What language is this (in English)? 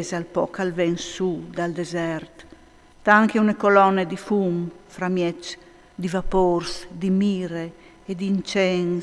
Friulian